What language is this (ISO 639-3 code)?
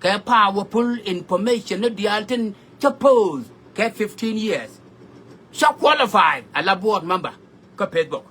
nus